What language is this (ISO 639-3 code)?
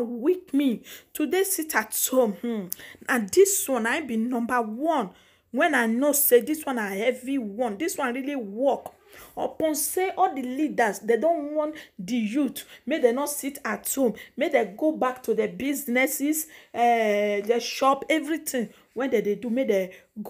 pcm